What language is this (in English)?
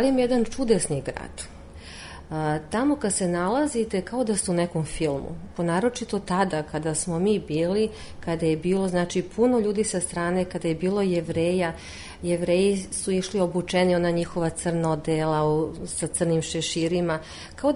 Serbian